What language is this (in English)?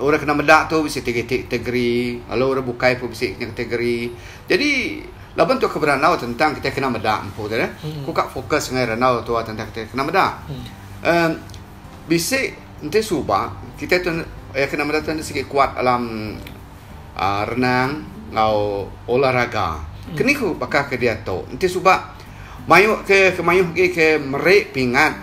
Iban